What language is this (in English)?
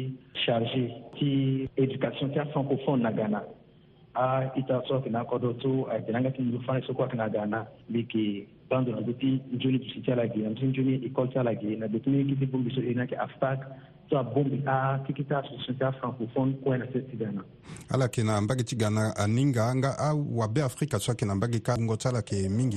Sango